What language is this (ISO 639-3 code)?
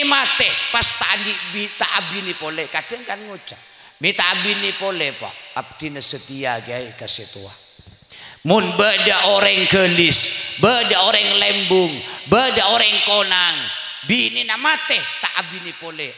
mad